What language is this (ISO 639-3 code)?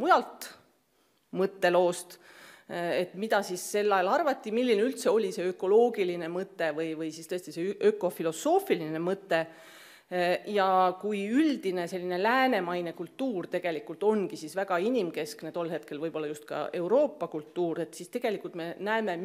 est